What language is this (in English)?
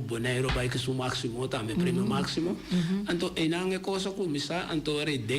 Papiamento